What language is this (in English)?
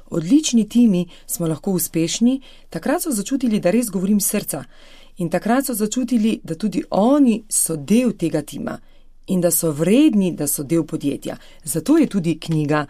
Slovenian